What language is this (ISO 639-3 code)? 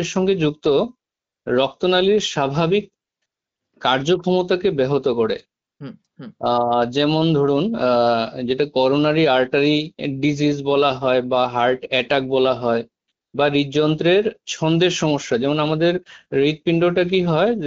ben